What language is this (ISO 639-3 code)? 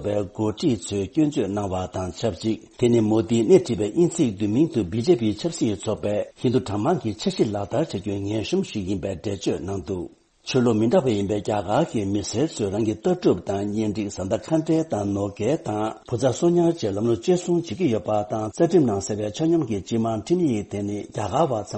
bod